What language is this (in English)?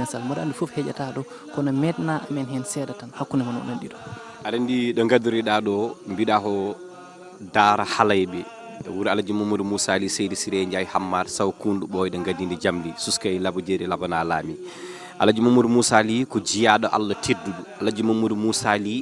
Fula